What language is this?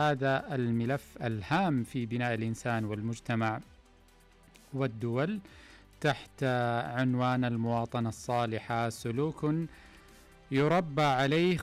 Arabic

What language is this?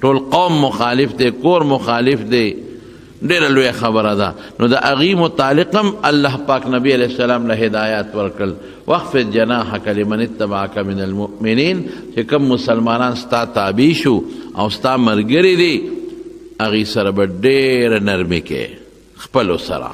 Pashto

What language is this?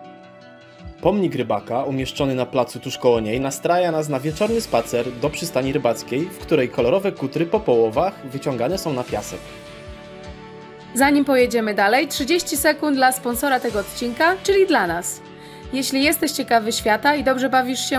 Polish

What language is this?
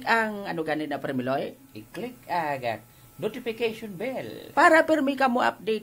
Hiligaynon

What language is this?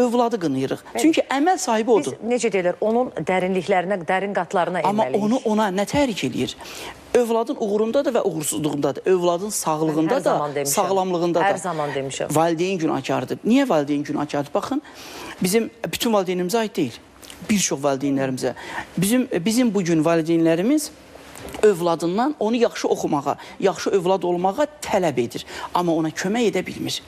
Azerbaijani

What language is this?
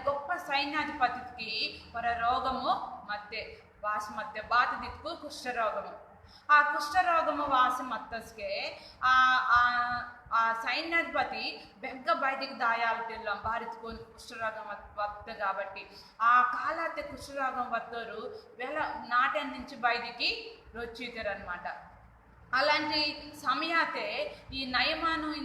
Koya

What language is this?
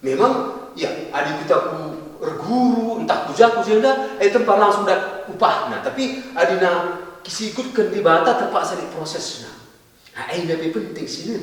Batak Karo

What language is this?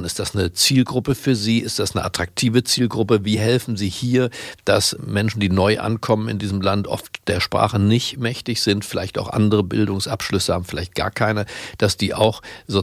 German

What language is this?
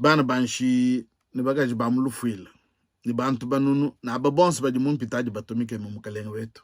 Luba-Lulua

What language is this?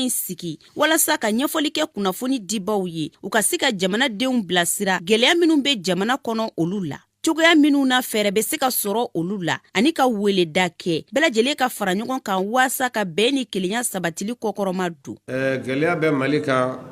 Bambara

